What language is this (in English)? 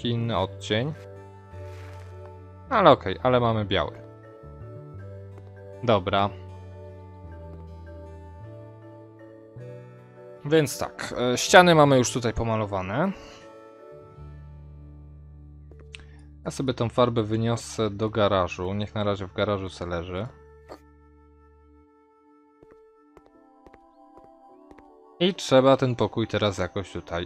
Polish